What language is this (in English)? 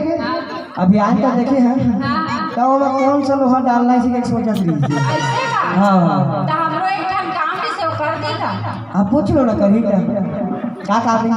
Chhattisgarhi